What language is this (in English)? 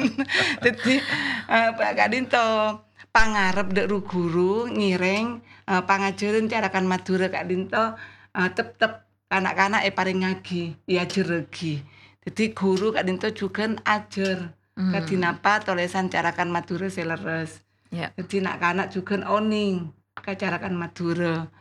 Madurese